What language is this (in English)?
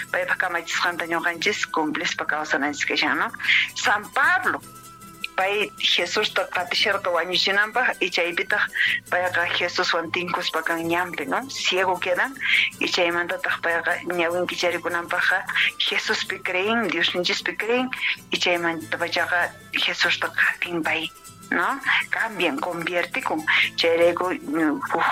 Quechua